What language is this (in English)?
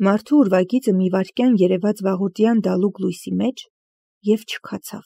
Armenian